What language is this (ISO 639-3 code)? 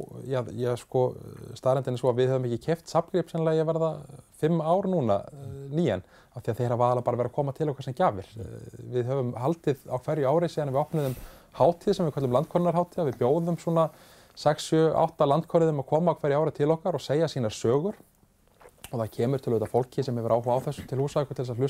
isl